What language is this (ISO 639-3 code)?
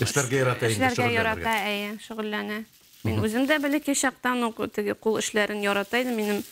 bak